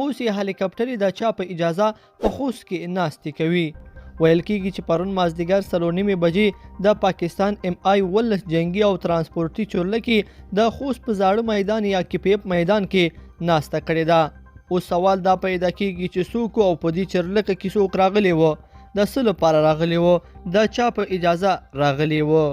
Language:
Pashto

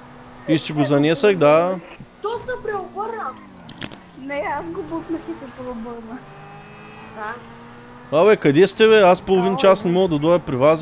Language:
Bulgarian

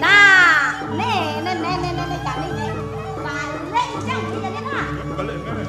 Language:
Balinese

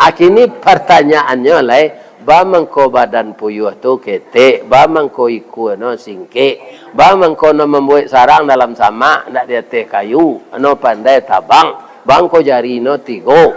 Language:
Minangkabau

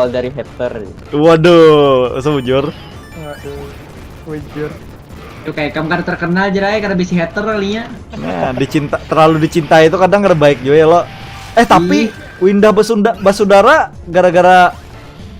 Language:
Banjar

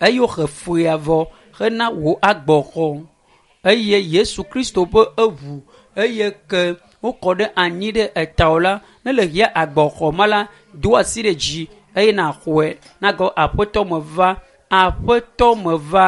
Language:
Ewe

